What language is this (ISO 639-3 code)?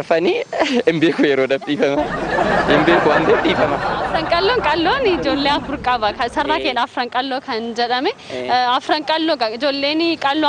orm